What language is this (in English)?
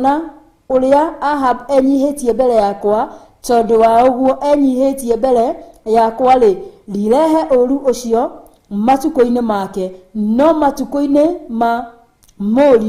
Kikuyu